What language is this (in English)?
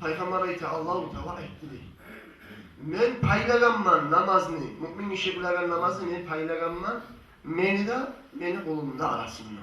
Kumyk